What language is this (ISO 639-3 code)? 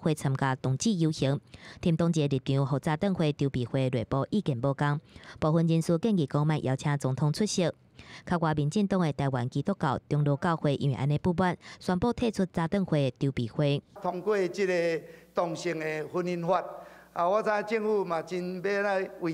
nan